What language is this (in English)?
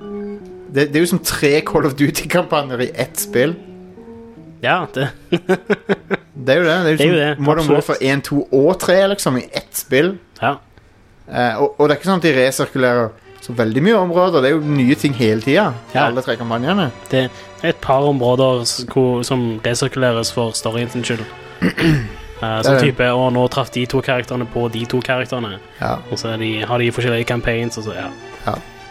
Norwegian